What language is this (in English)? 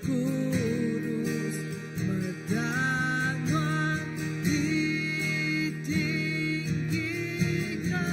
Iban